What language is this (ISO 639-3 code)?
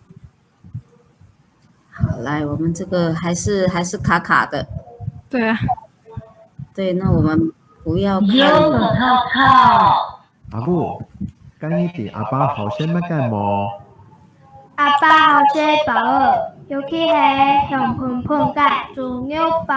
hak